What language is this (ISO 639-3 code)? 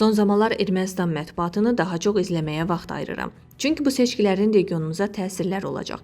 aze